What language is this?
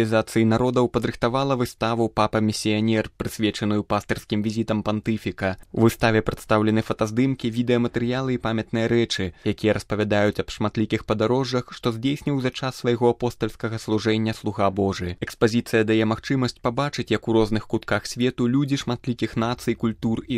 Belarusian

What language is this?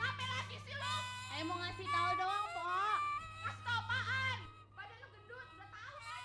Betawi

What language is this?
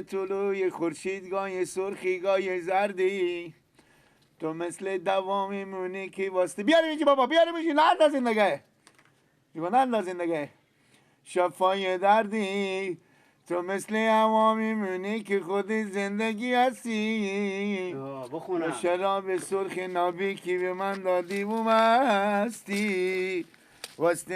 Persian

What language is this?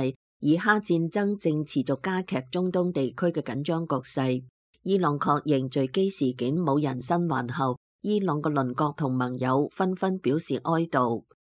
Cantonese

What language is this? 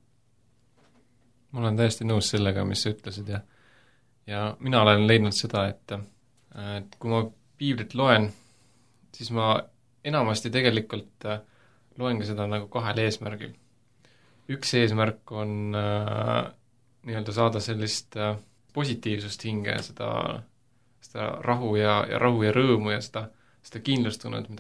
Estonian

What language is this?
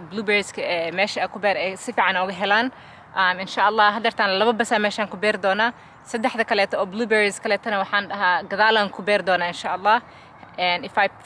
Somali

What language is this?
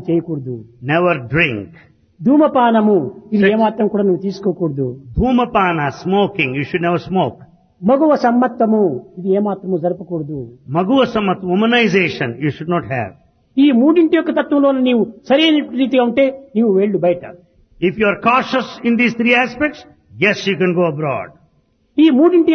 Telugu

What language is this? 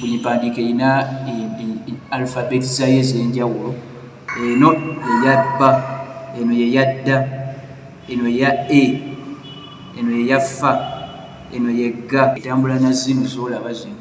Ganda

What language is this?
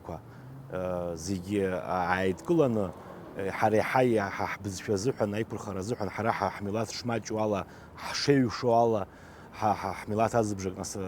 Abkhazian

